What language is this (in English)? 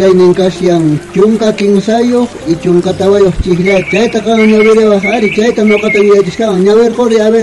South Bolivian Quechua